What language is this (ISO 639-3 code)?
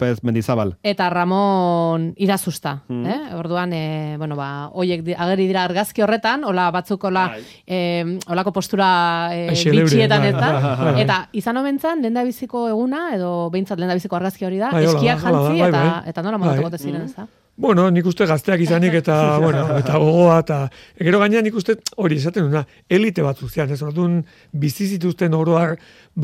eus